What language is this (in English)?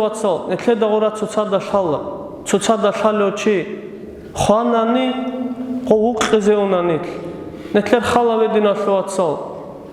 Avaric